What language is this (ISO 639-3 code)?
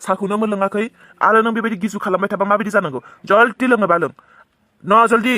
brx